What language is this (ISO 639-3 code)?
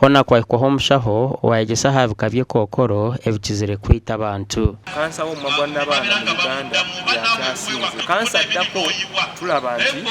nyn